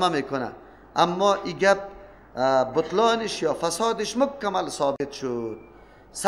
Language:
Persian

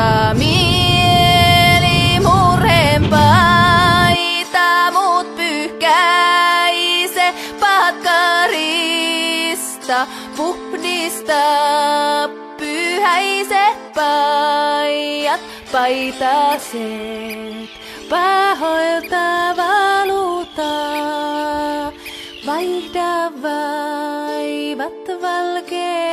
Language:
Finnish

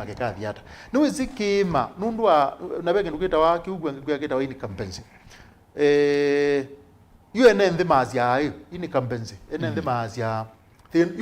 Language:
Kamba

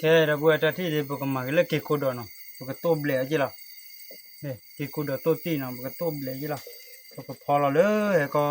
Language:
S'gaw Karen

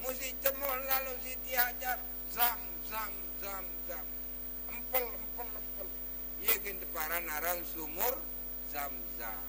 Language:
Sasak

